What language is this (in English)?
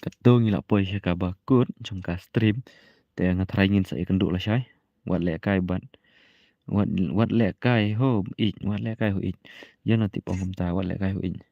Khasi